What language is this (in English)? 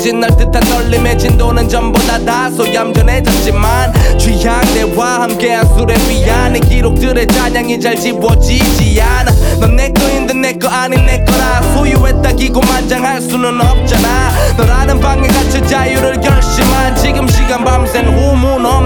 Korean